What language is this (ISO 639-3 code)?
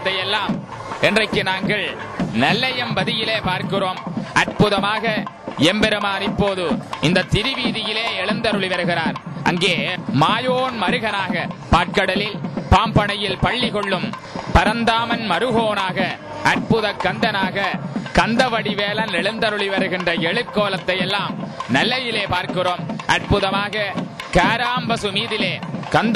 tam